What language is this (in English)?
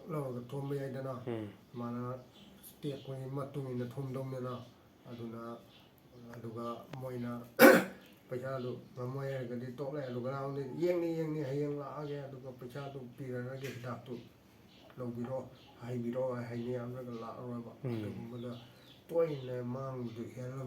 Manipuri